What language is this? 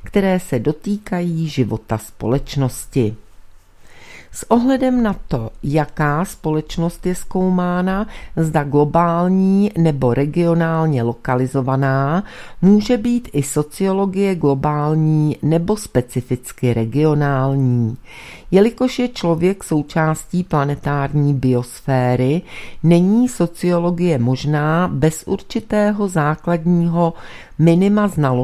Czech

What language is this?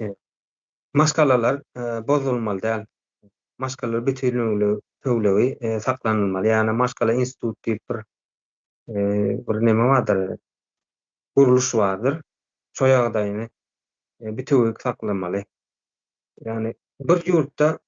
Turkmen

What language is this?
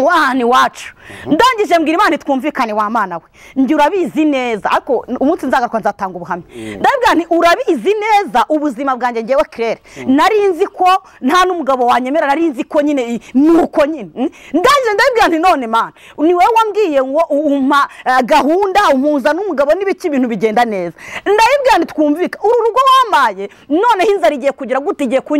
Kinyarwanda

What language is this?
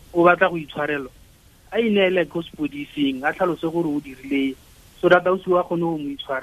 Tswana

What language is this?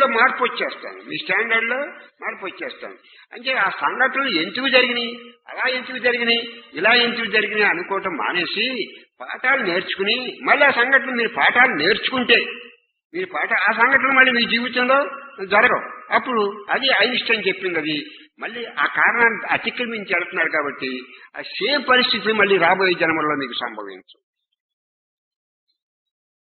Telugu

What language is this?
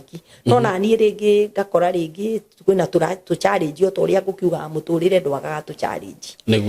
Kikuyu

